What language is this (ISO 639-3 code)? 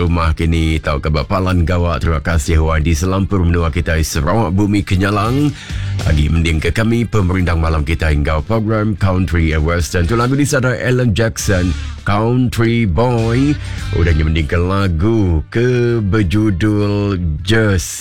iba